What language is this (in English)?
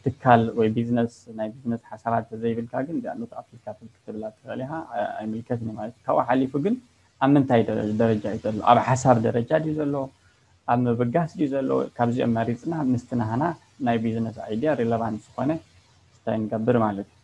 Tigrinya